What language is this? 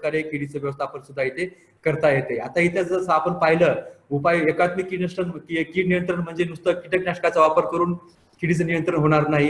Marathi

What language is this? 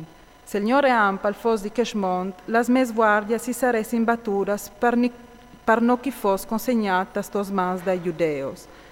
Friulian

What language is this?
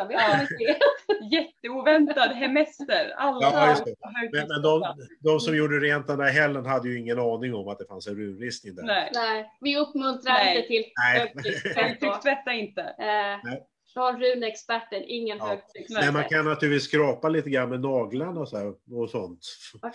Swedish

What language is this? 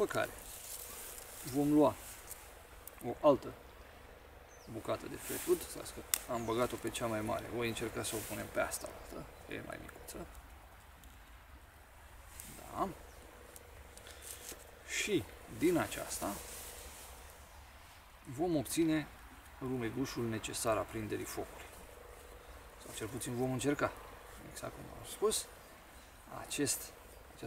Romanian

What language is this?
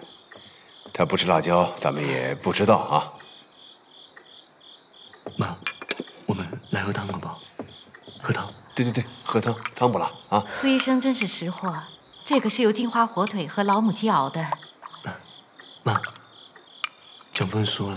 Chinese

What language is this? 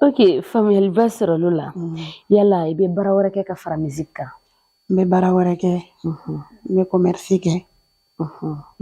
Bambara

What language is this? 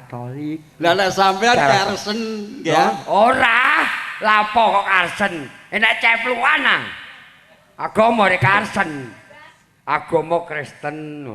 Javanese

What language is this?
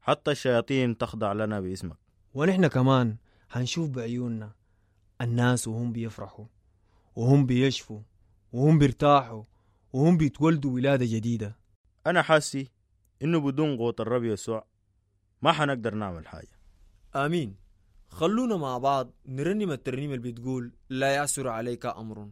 Sudanese Arabic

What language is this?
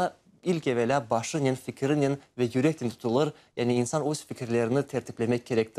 Crimean Tatar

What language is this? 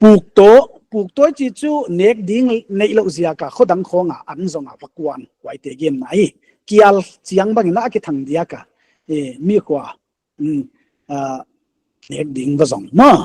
Paite Chin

